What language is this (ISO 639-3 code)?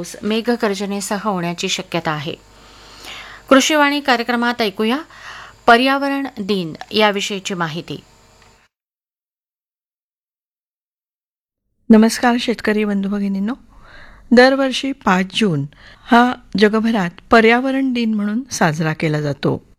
mar